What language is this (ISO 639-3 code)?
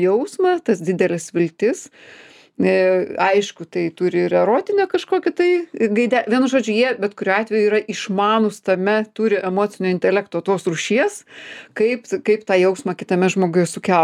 lit